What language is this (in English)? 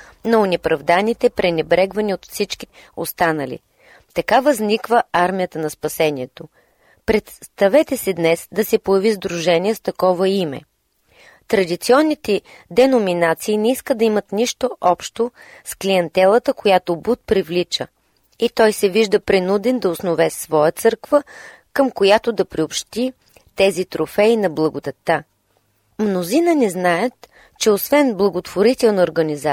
Bulgarian